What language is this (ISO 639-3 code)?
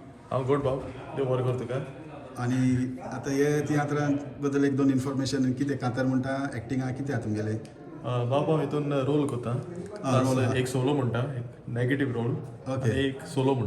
kok